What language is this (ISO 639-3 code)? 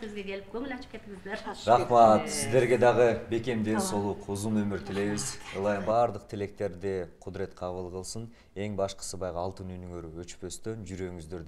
kir